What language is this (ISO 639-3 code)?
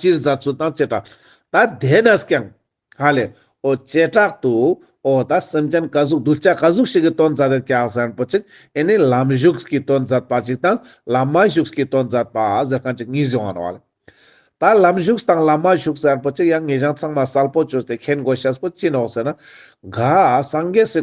lbj